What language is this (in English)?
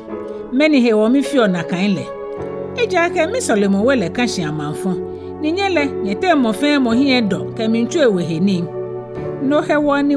Ga